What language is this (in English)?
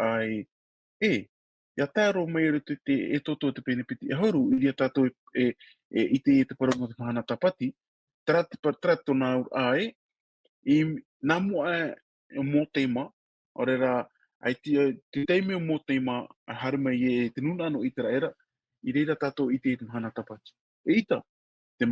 Tahitian